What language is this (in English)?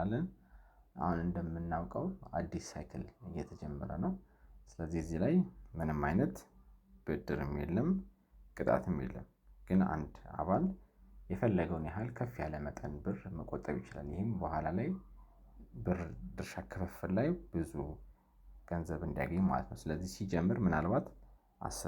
Amharic